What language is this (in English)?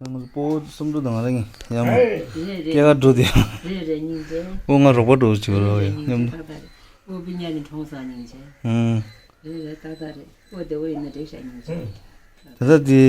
Tibetan